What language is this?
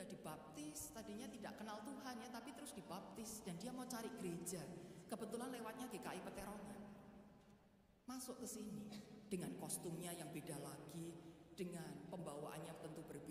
Indonesian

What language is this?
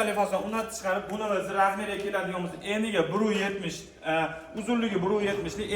Uzbek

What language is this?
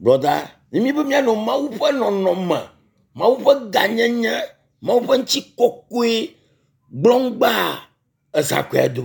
Ewe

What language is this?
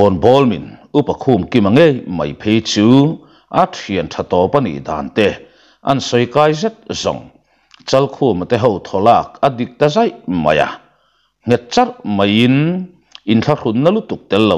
Mizo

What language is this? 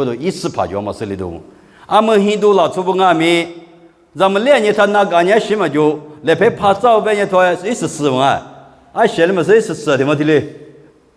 Lisu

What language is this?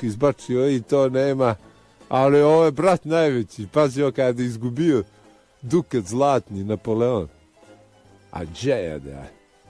Bosnian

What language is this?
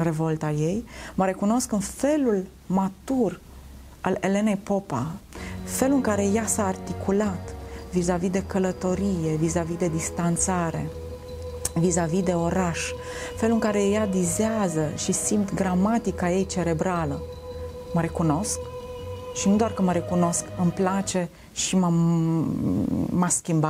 Romanian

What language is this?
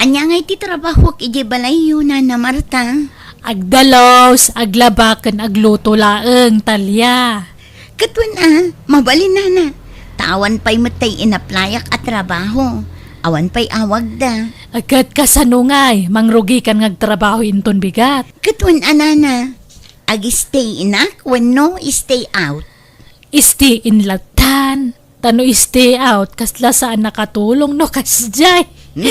Iloko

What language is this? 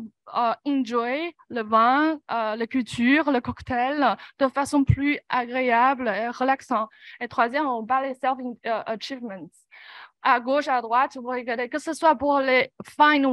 French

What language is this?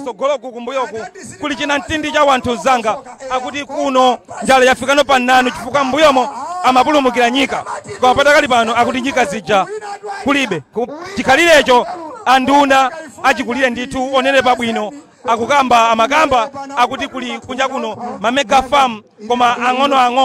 Nyanja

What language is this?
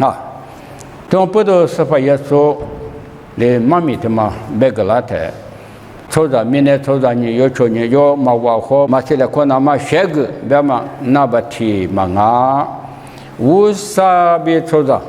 Lisu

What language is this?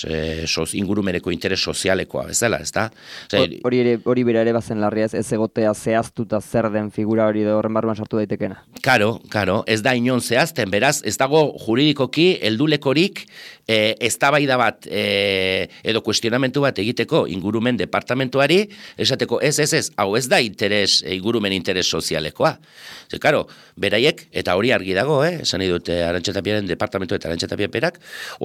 Basque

